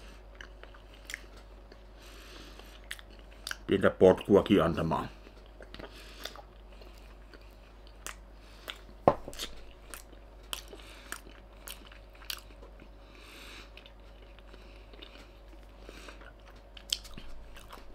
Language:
Finnish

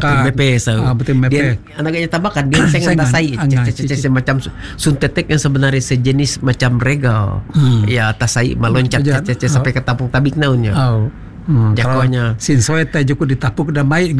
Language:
Malay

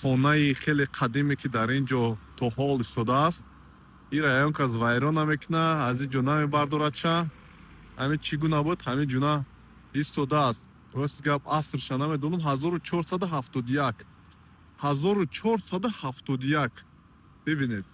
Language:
Tajik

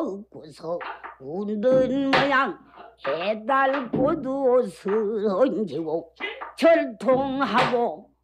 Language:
Korean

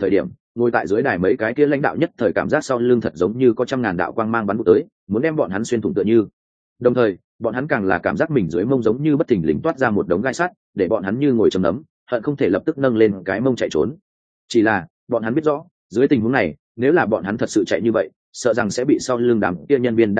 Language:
Vietnamese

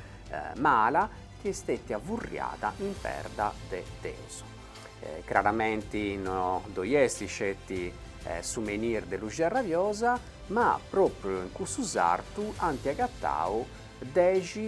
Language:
Sardinian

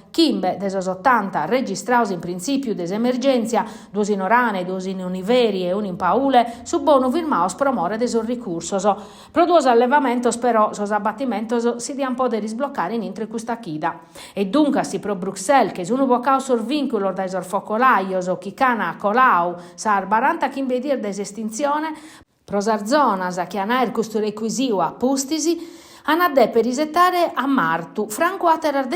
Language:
Sardinian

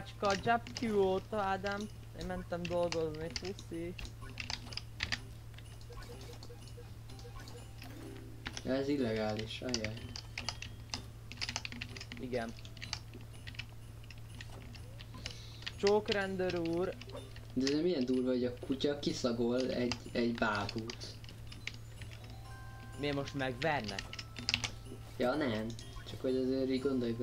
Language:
Hungarian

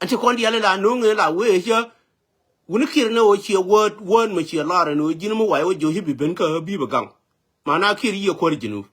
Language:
Nuer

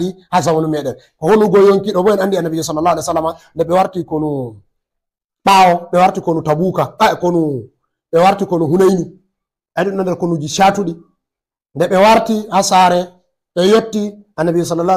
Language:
Fula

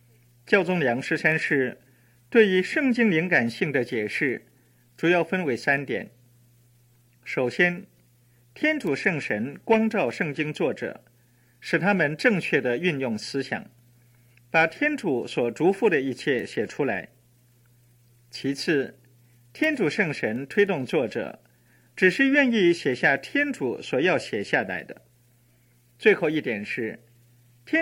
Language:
Chinese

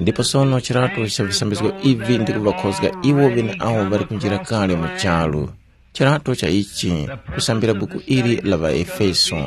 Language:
Tumbuka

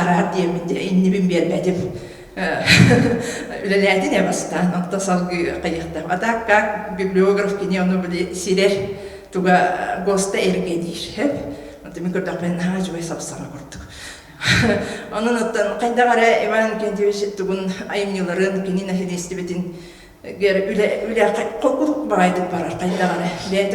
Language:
Yakut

